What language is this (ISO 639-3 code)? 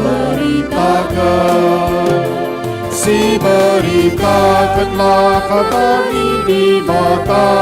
btx